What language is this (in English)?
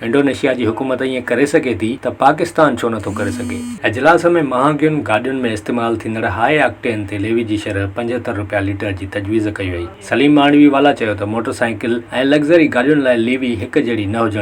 Sindhi